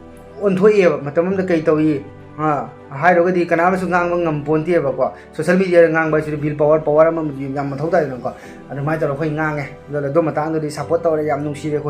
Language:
Manipuri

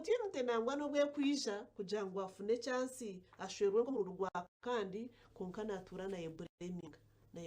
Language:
Nyankole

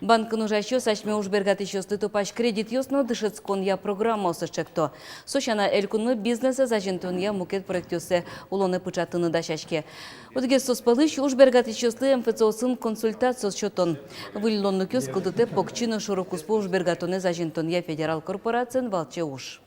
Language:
Udmurt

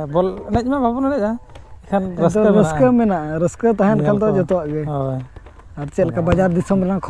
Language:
Santali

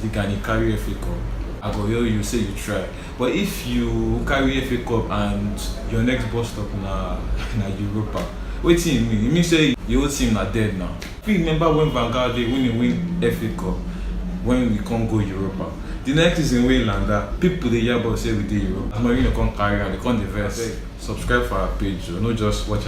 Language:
Nigerian Pidgin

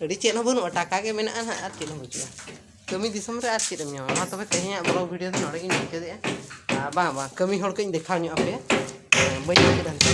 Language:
Santali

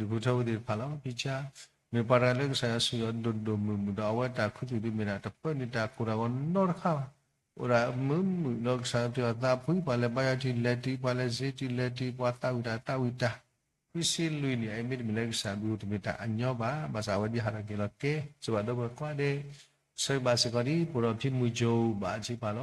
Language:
S'gaw Karen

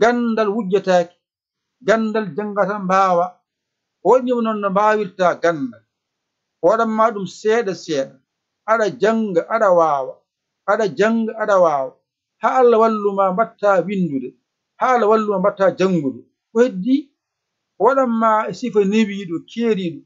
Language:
Fula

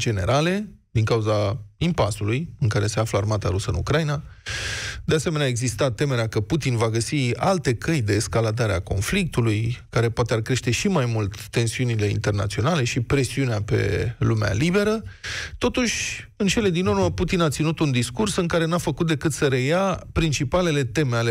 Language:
Romanian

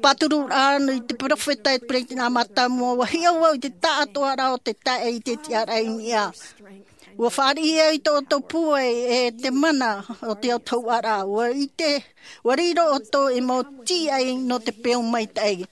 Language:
Tahitian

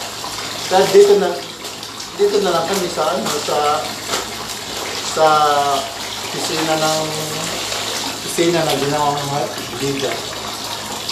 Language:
Filipino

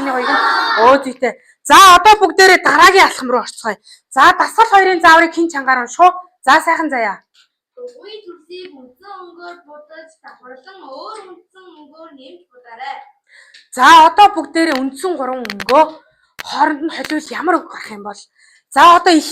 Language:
Mongolian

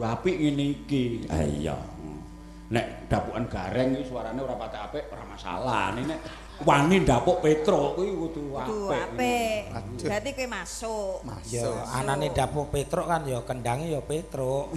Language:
Javanese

